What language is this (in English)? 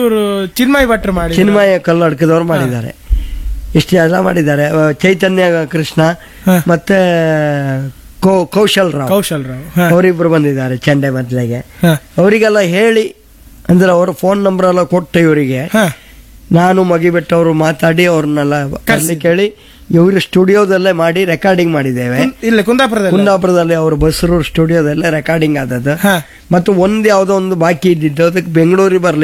Kannada